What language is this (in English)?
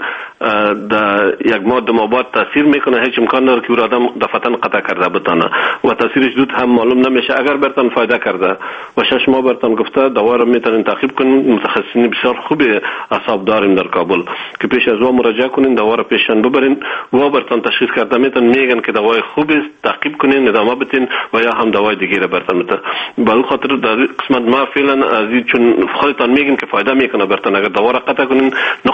Persian